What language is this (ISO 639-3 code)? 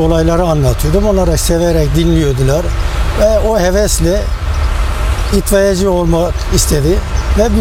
tur